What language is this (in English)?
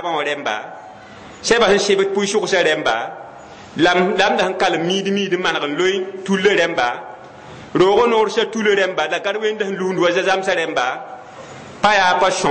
Mossi